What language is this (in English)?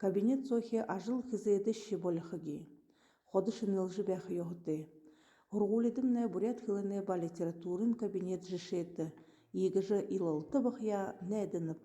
Buriat